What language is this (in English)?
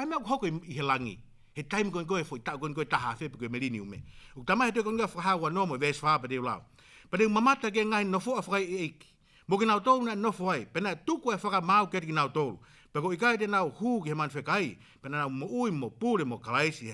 Tongan